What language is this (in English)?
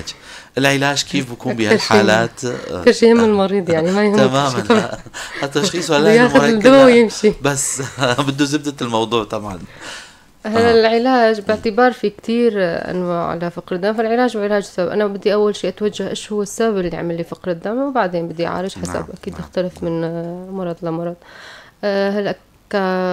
North Levantine Arabic